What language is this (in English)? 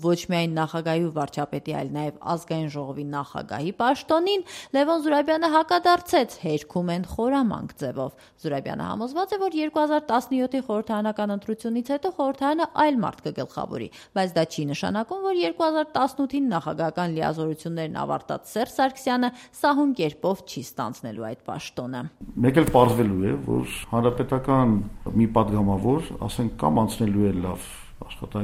Armenian